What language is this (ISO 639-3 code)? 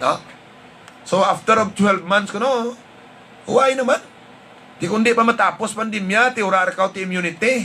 hil